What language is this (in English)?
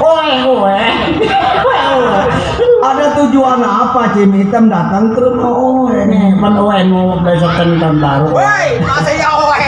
Betawi